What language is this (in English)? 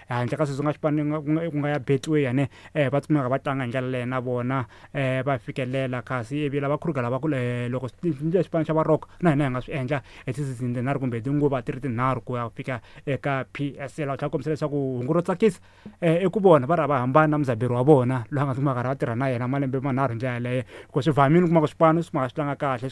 Tsonga